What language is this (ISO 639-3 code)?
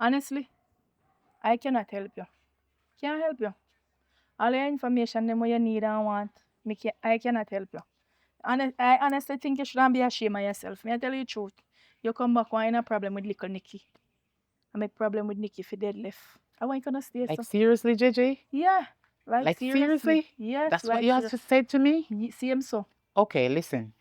jam